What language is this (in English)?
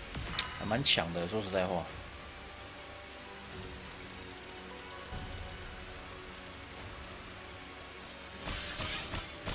Chinese